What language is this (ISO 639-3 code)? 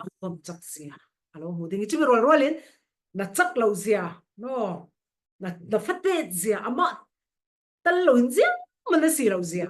cfm